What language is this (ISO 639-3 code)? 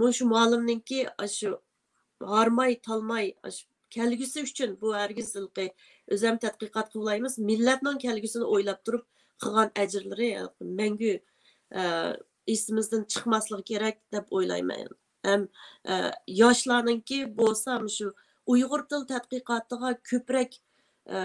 uig